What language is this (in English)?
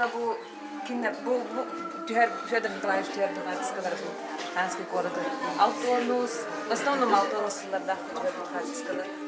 Yakut